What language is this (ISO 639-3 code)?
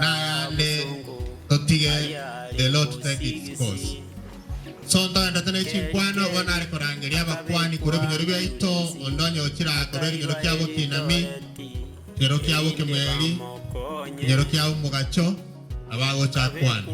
guz